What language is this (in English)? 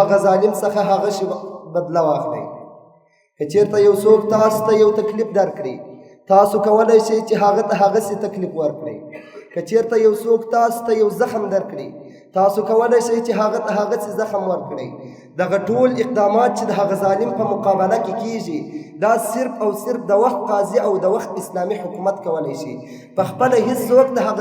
Pashto